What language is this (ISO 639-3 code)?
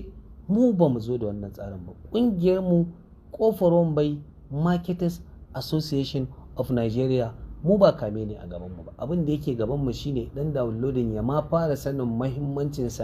hau